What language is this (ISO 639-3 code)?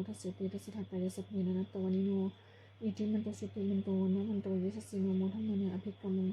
pli